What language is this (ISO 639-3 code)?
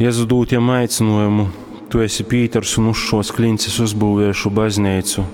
ltg